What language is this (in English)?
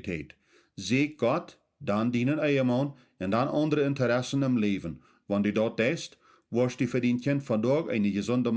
Plautdietsch